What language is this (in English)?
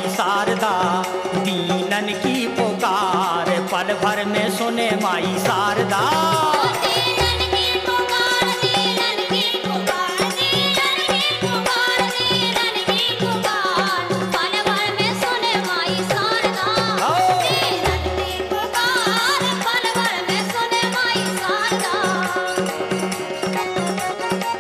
Bundeli